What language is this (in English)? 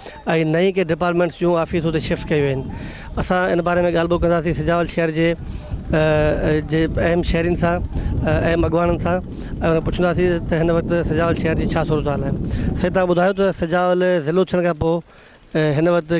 Sindhi